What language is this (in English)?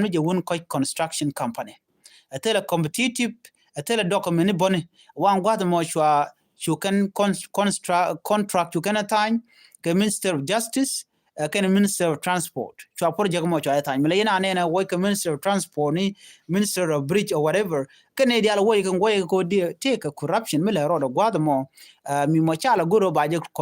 Nuer